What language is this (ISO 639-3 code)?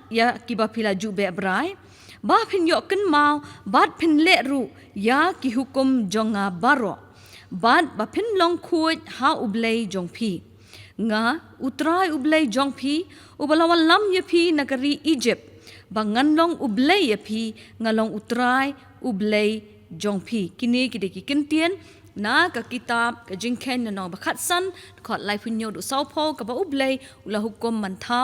kha